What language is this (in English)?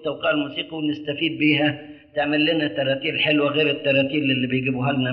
Egyptian Arabic